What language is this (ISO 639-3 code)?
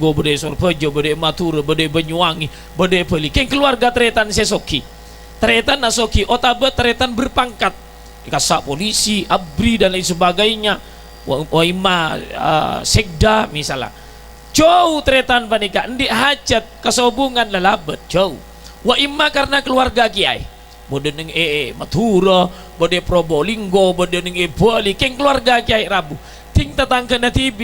mad